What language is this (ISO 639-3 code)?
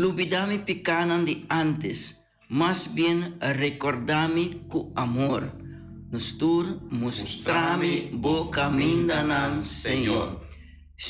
pap